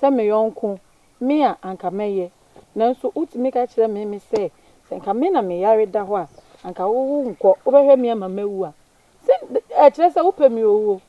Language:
Akan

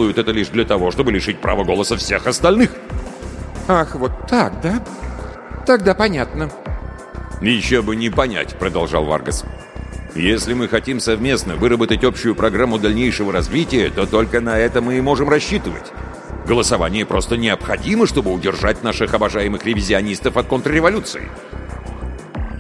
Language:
Russian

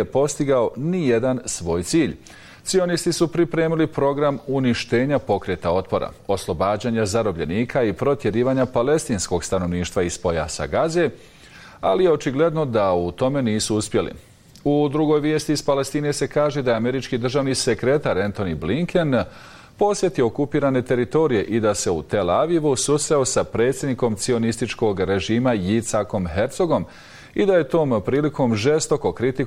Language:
Bosnian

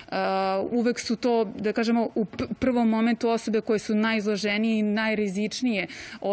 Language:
Serbian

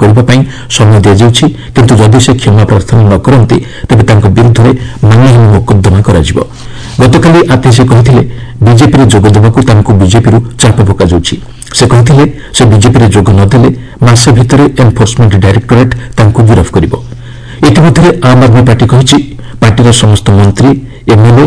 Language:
Odia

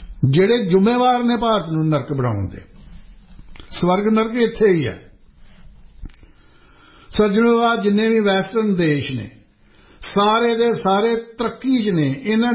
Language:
Punjabi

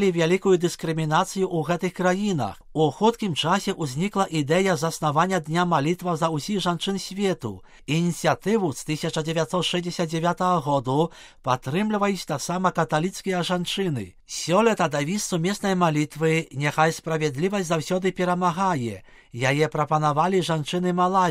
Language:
Belarusian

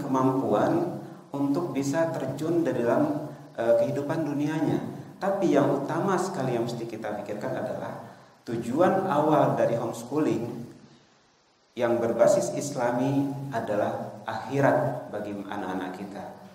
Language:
Indonesian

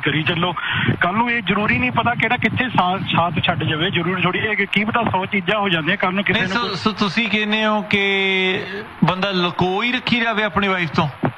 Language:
Punjabi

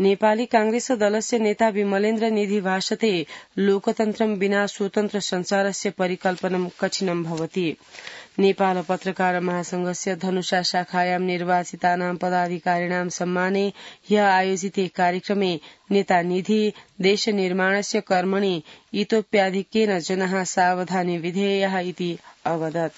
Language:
Sanskrit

